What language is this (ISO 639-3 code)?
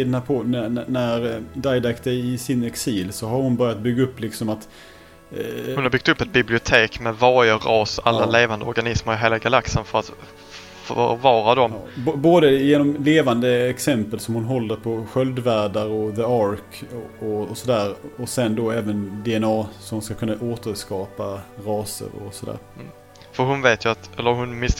swe